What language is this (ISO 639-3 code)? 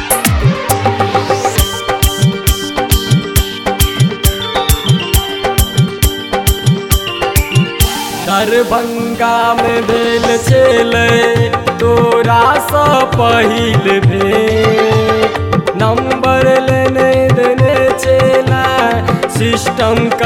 bho